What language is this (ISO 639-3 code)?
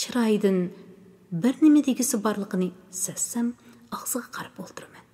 uig